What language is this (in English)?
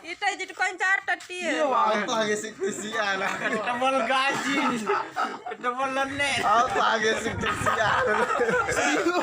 Sasak